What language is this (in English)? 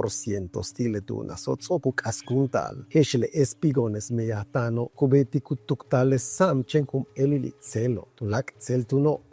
Yucateco